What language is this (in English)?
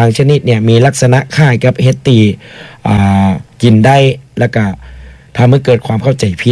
Thai